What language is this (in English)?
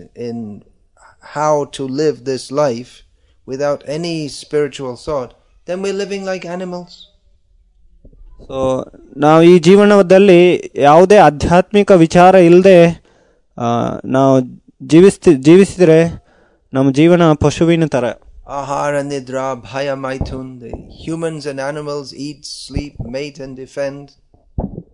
Kannada